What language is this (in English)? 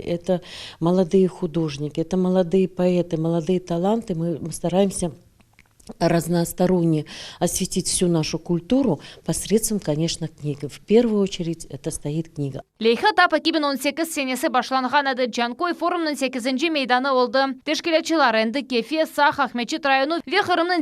Crimean Tatar